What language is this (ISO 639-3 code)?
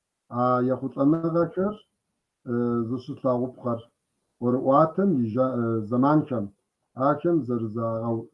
kbd